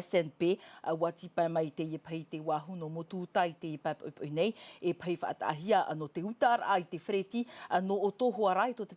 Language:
Tahitian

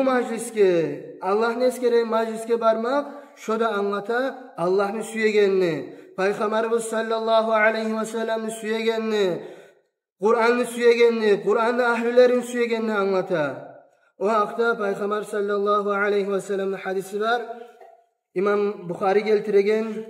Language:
Kumyk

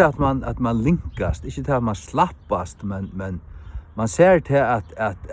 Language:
Faroese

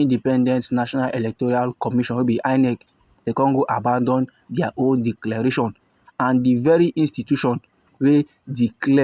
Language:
Nigerian Pidgin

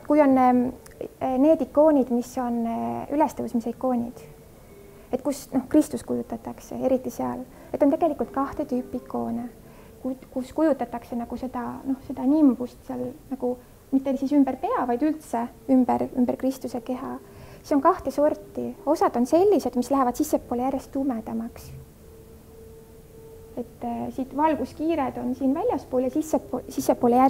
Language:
Estonian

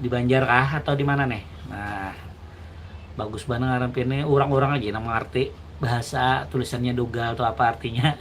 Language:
Banjar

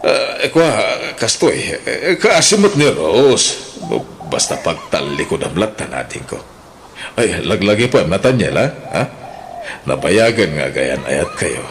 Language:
Iloko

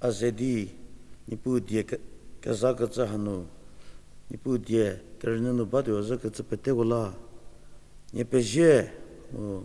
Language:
Angami Naga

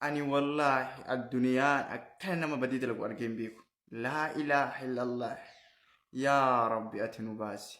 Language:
Oromo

